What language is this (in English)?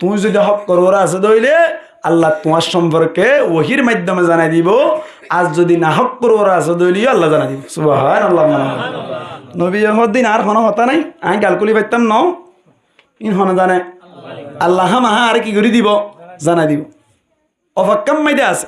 Rohingya